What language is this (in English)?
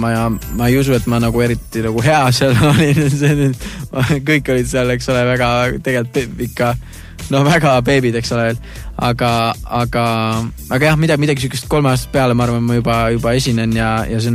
Estonian